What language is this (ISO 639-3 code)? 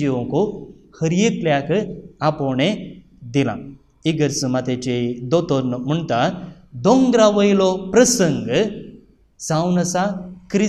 kok